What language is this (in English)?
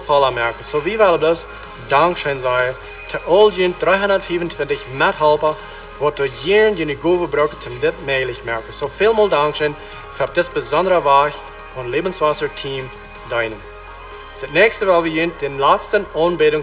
Plautdietsch